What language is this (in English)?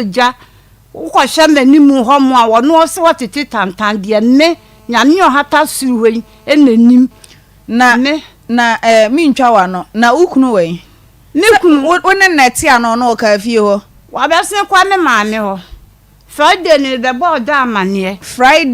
Akan